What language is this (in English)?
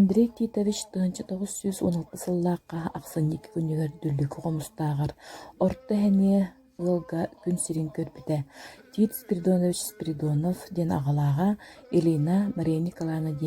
Yakut